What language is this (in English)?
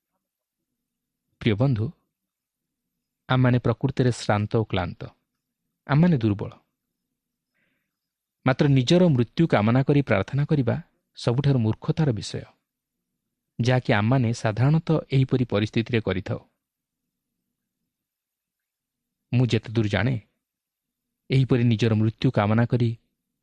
Odia